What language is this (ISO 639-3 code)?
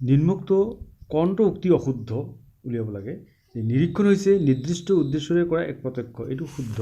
asm